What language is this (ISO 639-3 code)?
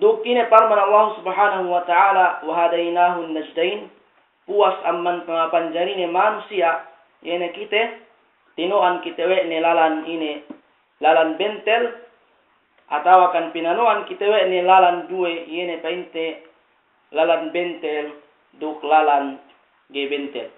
yka